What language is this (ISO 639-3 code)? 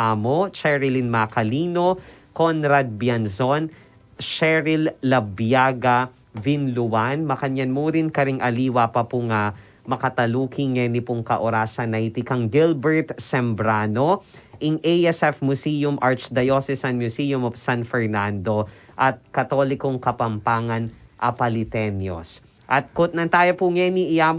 pam